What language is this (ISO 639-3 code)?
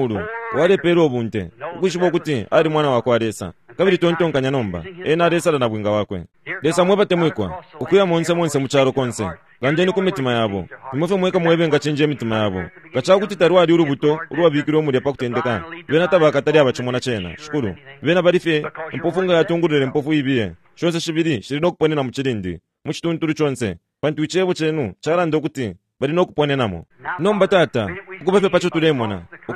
bem